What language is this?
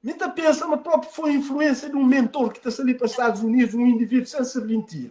Kabuverdianu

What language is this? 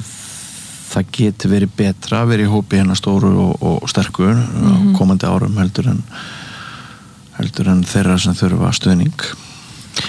Icelandic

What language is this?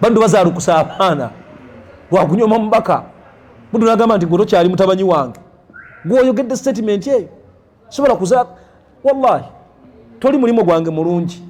Ganda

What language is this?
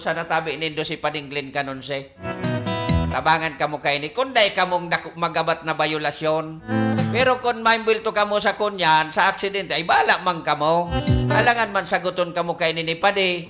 Bikol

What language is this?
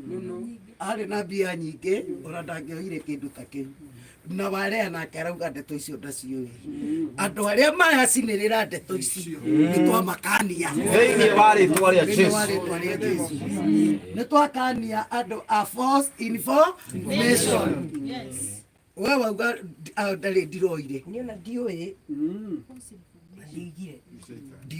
Kikuyu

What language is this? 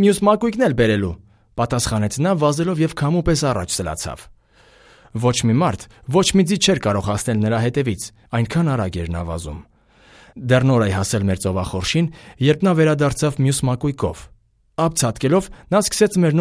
Armenian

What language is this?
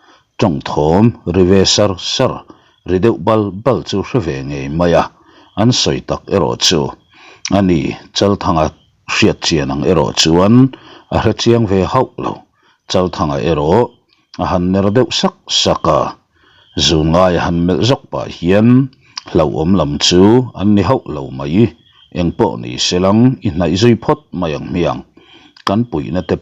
Mizo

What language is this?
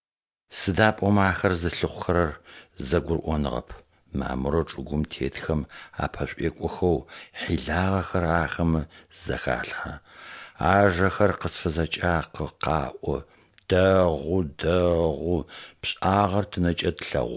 Adyghe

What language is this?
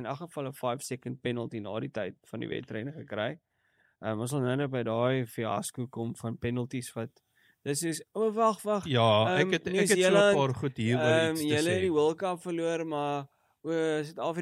Afrikaans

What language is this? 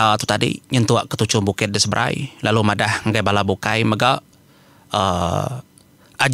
Iban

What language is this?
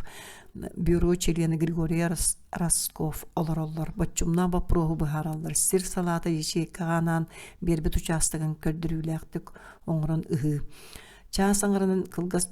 Yakut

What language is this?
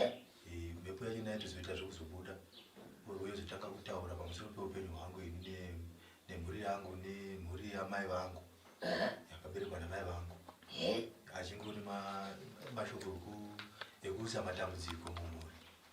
Shona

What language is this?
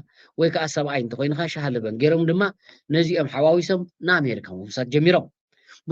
Tigrinya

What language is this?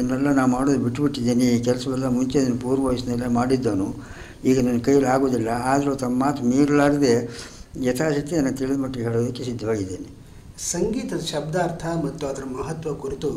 Kannada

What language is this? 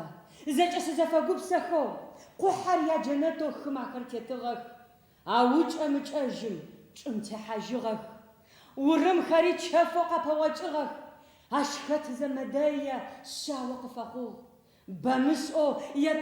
Adyghe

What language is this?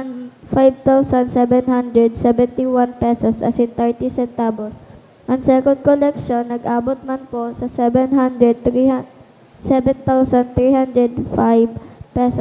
Bikol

